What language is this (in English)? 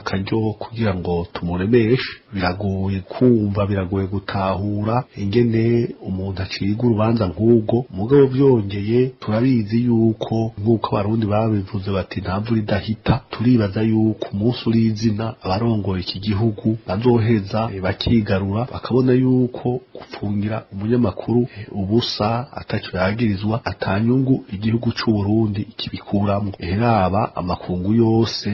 Rundi